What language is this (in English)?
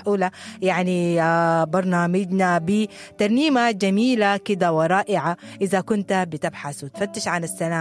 Sudanese Arabic